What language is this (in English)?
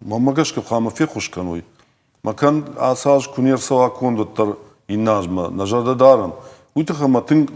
Ossetic